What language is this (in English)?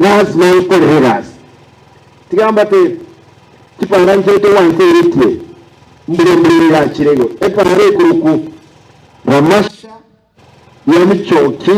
Gusii